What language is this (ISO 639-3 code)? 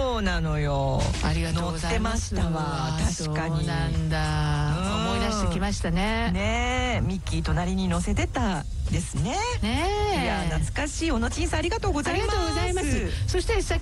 jpn